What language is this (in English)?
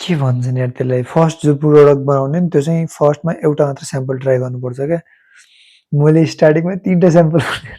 Nepali